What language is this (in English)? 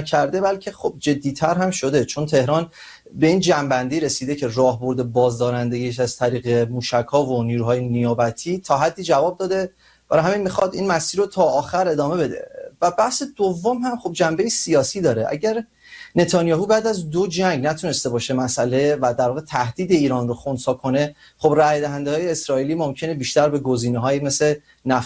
Persian